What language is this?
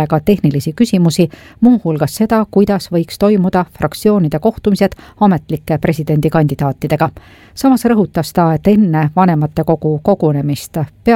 Estonian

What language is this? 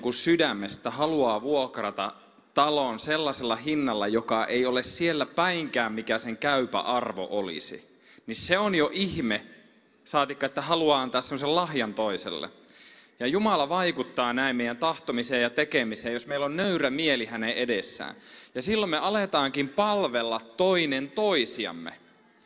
Finnish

